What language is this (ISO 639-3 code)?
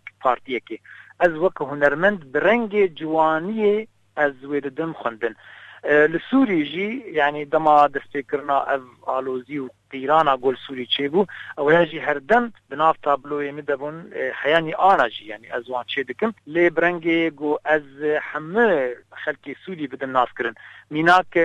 kur